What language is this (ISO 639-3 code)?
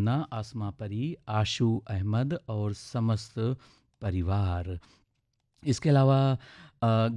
hin